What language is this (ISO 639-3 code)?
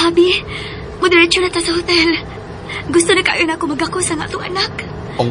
ceb